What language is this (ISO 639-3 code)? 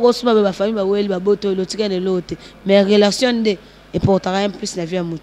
lin